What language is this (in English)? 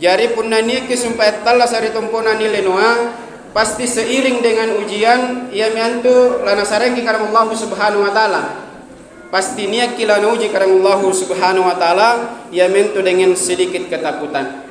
Makasar